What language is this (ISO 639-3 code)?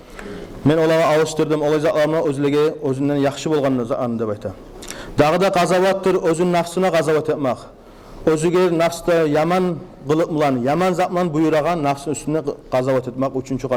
kum